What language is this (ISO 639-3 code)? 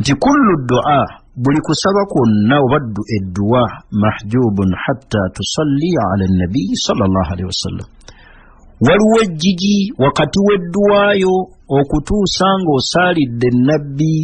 lug